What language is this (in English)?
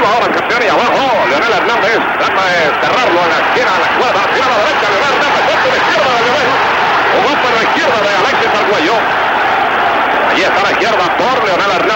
Spanish